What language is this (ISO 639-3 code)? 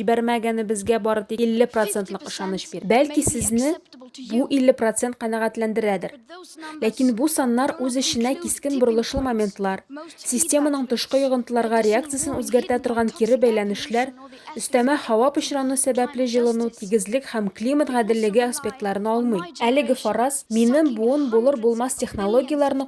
tat